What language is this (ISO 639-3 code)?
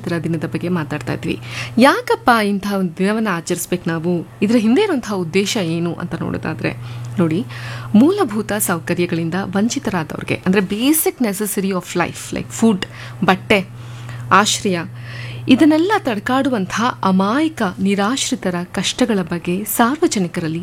kan